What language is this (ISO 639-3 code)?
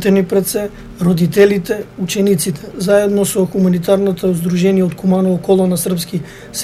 mkd